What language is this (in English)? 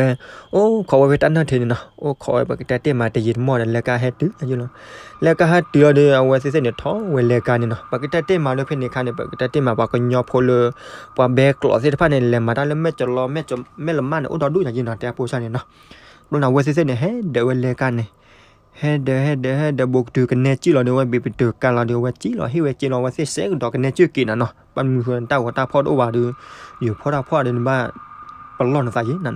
S'gaw Karen